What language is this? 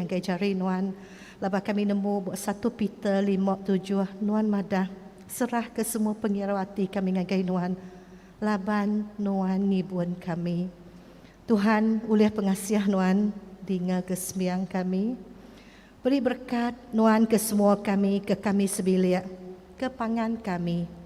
Iban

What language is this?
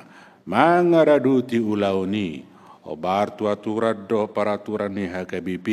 Batak Toba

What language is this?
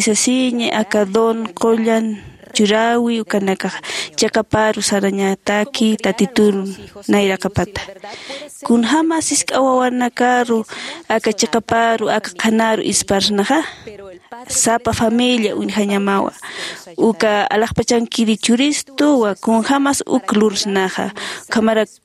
Aymara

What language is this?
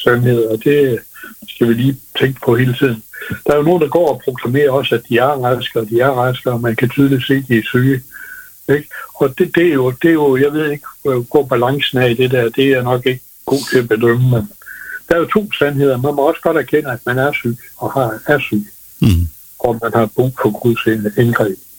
Danish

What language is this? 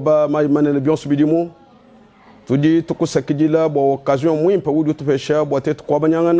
Luba-Lulua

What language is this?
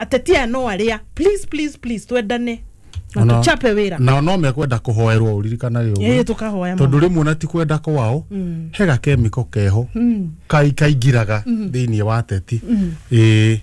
Kikuyu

